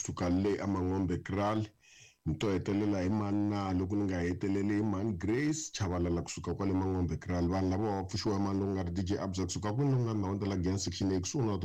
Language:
Tsonga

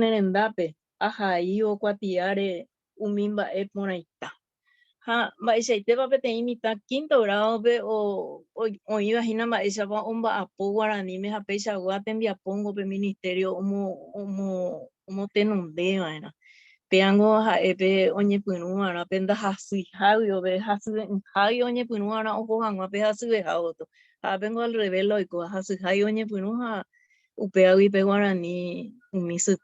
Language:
Guarani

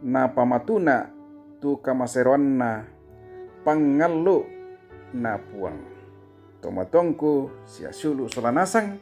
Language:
Toraja-Sa'dan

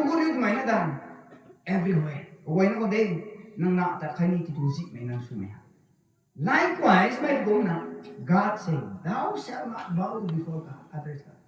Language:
Rongmei Naga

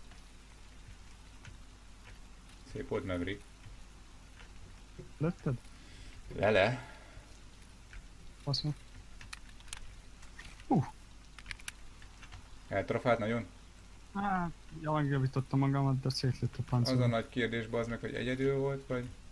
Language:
Hungarian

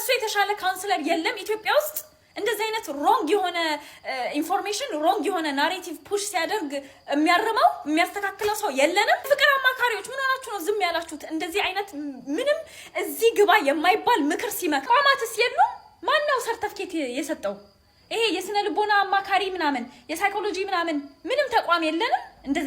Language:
Amharic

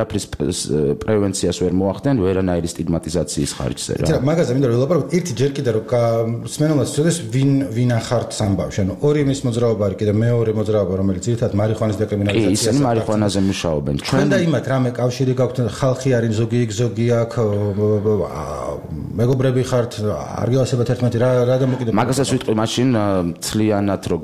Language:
Georgian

